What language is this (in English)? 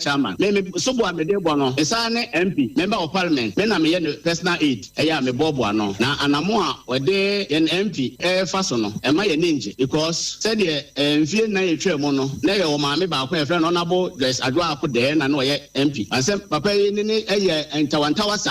Akan